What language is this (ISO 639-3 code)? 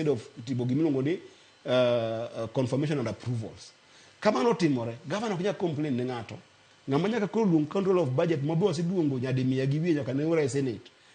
luo